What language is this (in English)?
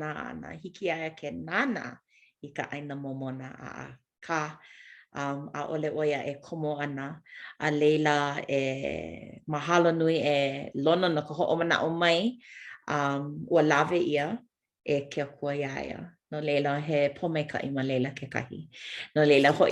Hawaiian